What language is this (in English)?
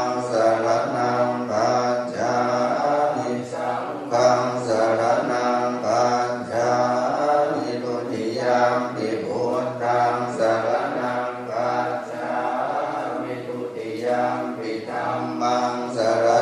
Pali